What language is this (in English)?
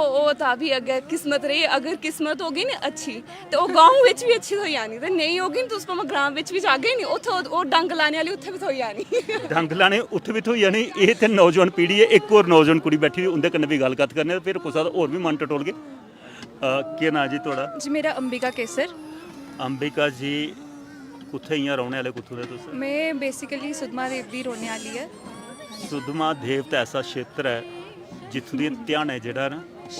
Dogri